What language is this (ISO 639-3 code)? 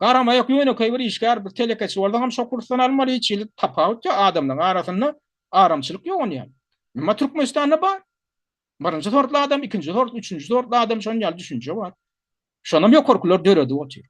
tuk